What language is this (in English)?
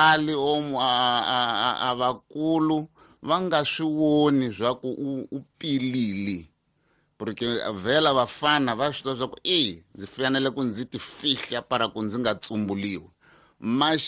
Tsonga